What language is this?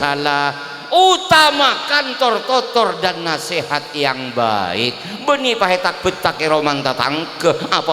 Madurese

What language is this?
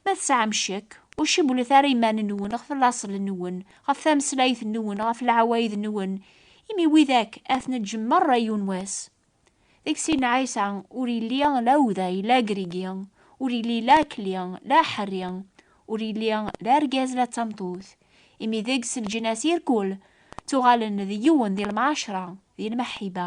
Kabyle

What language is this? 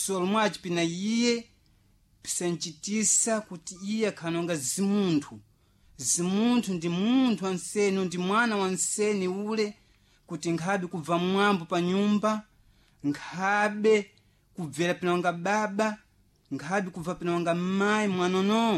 Sena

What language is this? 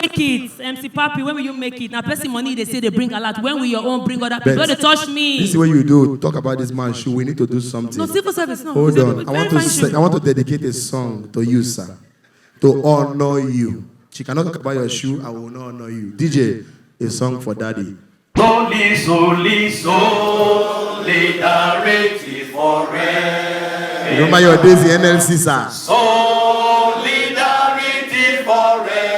Nigerian Pidgin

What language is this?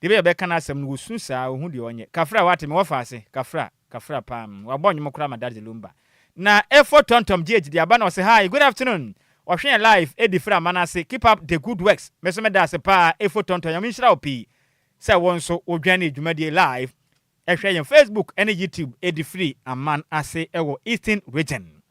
Akan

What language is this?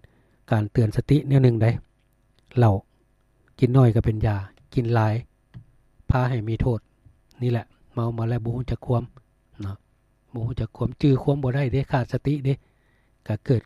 Lao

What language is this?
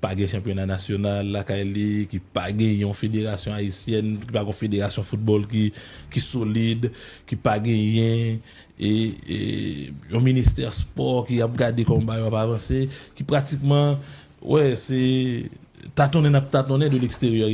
Haitian Creole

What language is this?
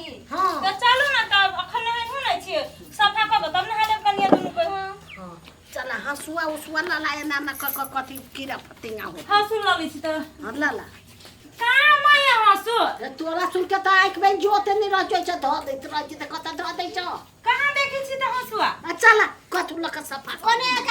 Maithili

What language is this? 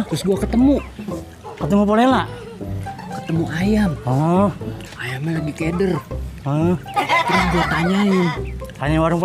Betawi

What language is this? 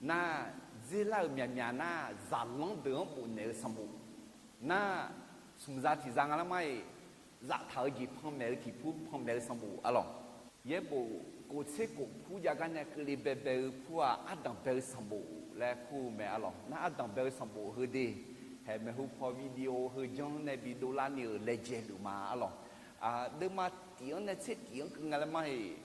Akha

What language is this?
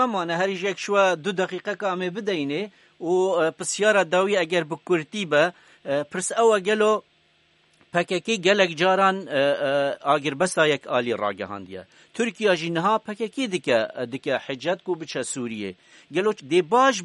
Kurdish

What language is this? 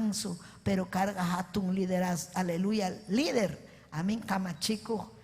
Ayacucho Quechua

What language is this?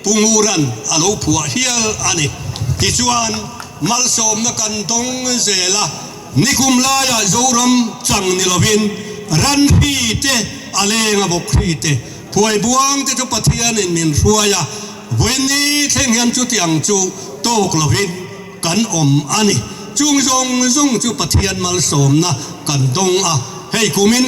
Mizo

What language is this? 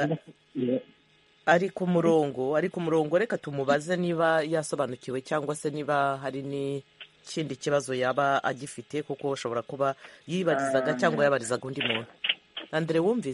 Kinyarwanda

